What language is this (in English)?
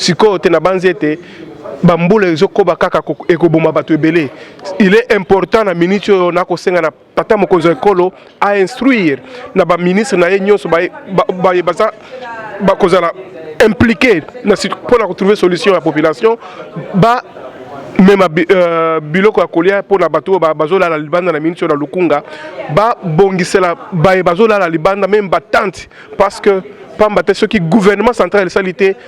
Lingala